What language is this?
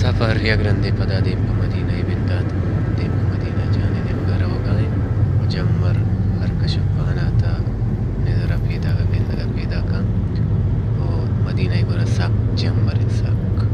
Baluchi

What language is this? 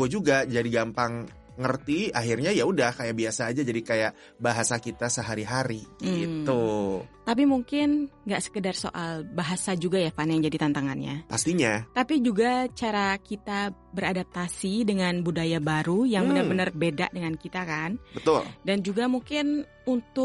Indonesian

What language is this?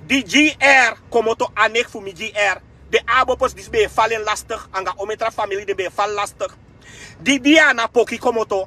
Sranan Tongo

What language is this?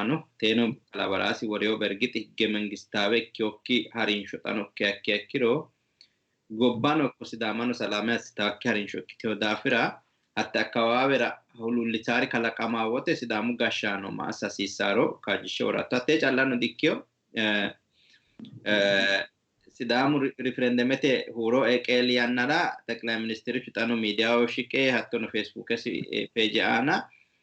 Sidamo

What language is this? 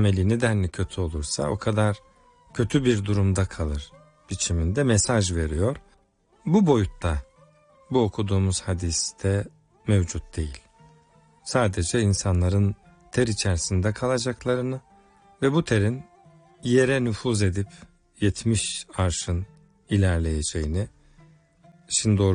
Turkish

